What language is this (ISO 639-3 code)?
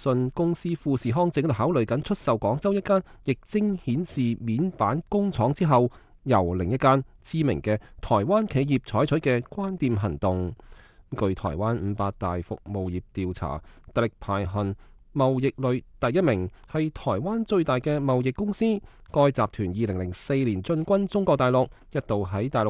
yue